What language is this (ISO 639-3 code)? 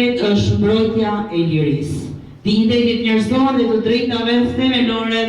sqi